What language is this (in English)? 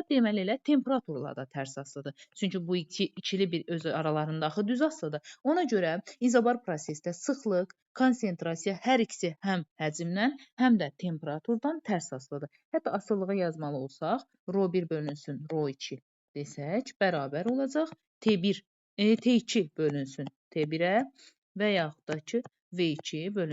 Azerbaijani